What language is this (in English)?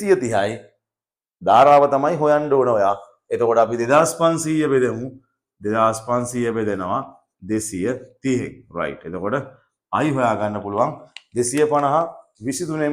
Sinhala